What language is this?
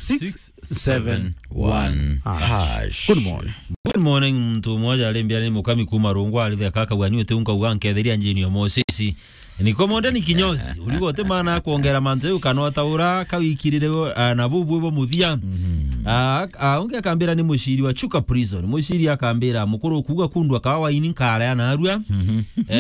Meru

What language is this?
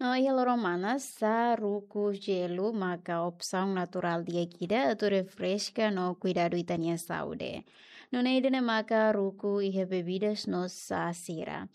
Tetum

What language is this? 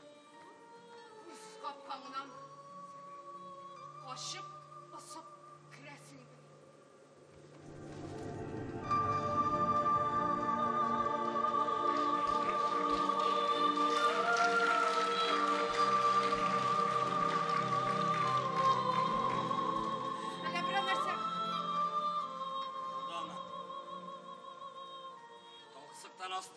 Tatar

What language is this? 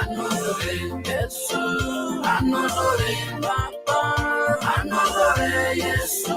Masai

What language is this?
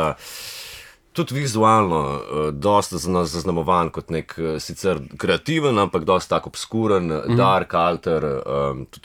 Slovenian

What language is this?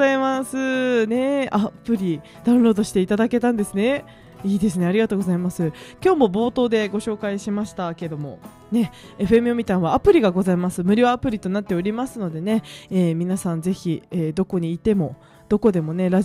Japanese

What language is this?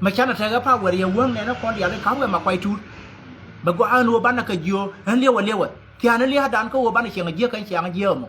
Nuer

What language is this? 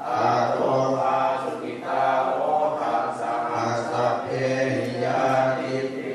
Pali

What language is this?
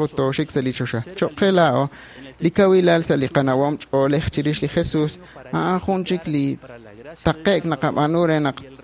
Kekchí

